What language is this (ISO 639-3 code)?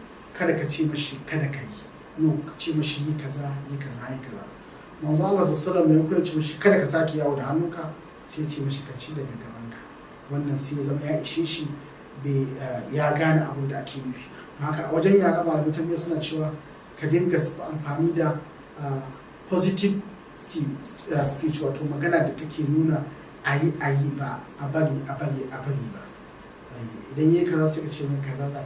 hau